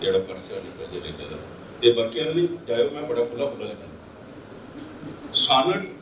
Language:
Dogri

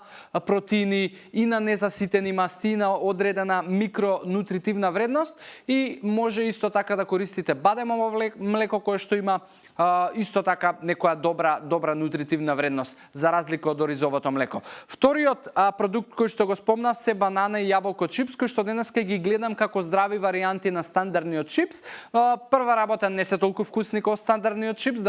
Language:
Macedonian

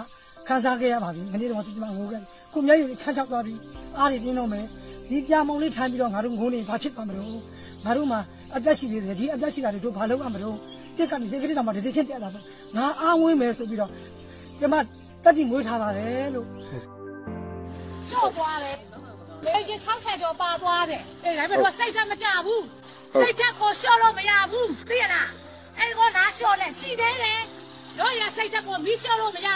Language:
Burmese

